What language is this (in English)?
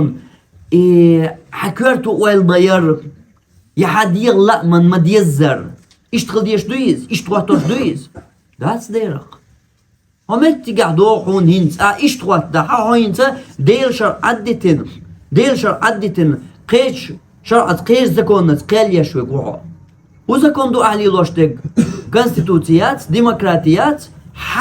Chechen